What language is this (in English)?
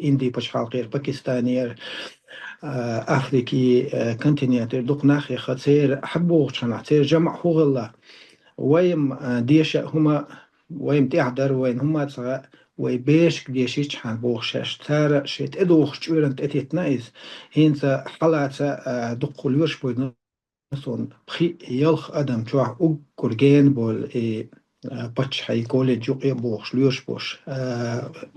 Chechen